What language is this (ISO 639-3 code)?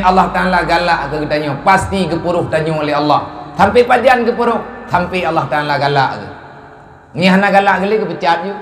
ace